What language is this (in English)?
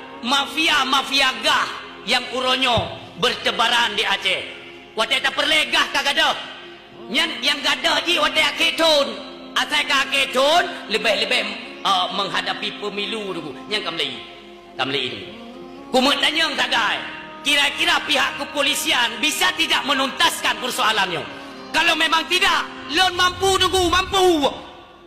Achinese